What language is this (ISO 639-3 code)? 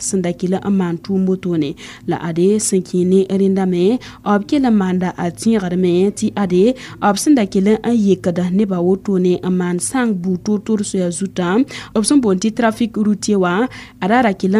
mos